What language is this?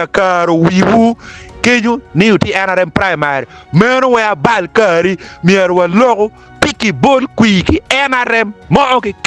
Acoli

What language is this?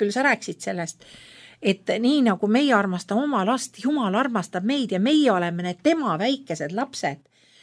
Estonian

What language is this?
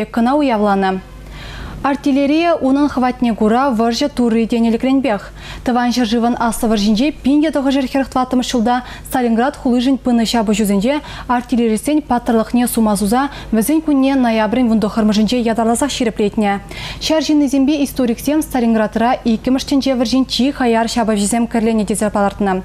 Chuvash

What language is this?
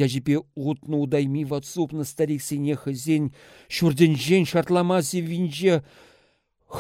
Chuvash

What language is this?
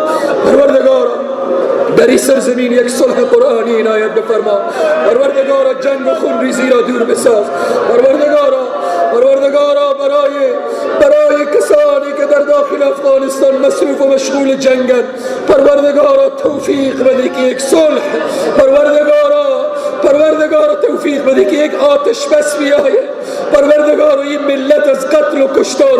Persian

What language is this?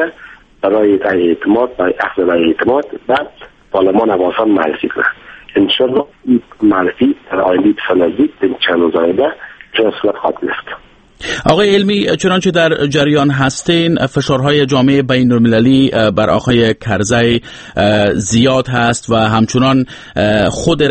Persian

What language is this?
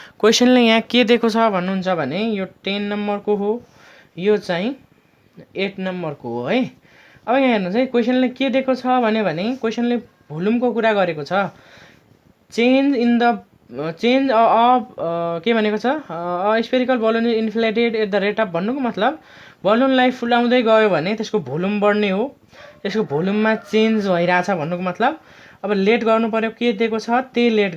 Nepali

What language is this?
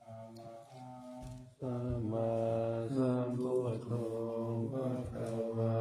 Pali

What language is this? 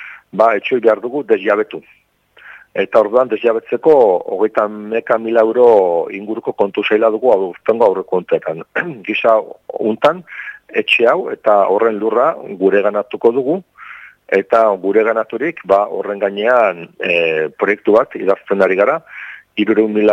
Basque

